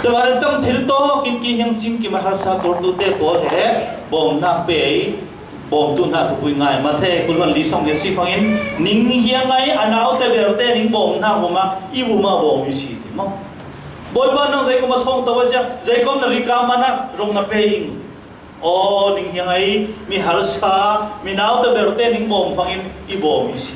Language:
Falam Chin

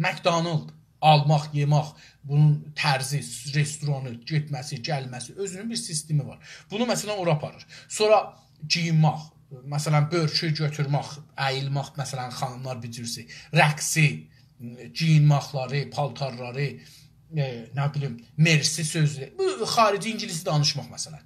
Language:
South Azerbaijani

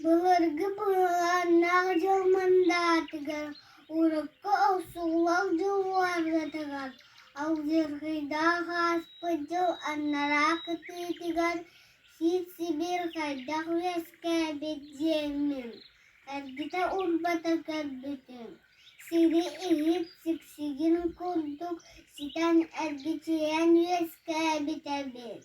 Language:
Yakut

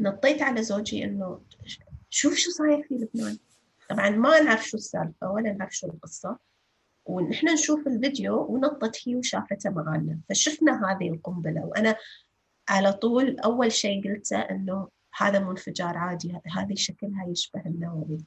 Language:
North Levantine Arabic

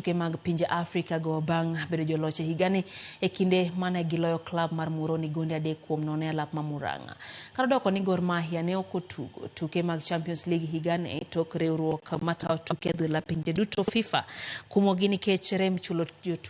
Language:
Luo (Kenya and Tanzania)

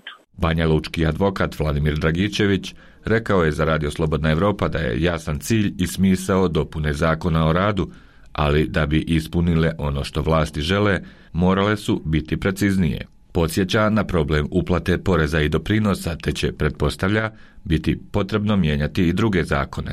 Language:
Bosnian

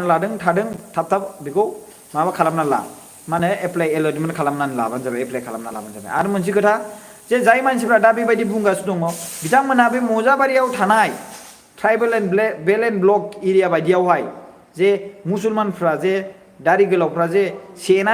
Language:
Bodo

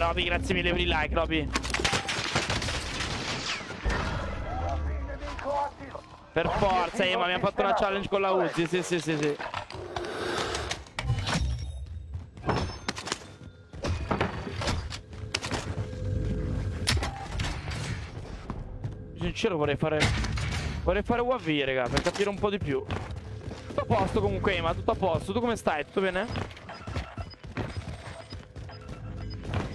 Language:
Italian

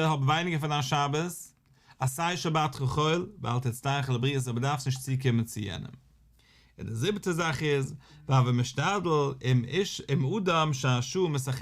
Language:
Yiddish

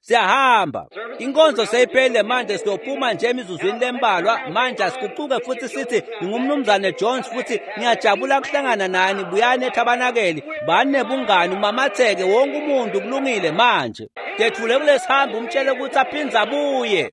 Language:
Swati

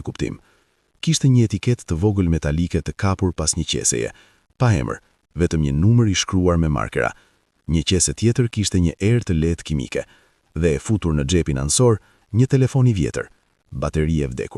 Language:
Albanian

